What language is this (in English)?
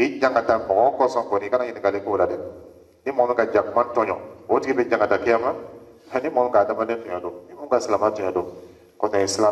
Dyula